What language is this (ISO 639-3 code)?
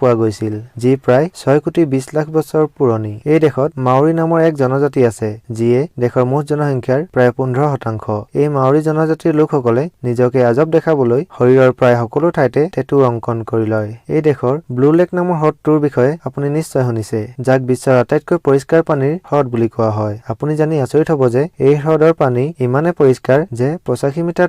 asm